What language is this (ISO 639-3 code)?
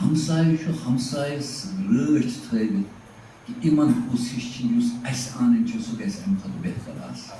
kas